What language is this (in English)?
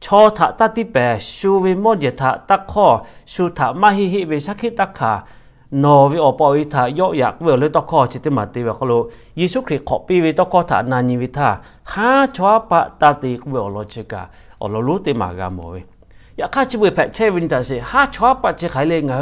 Lahu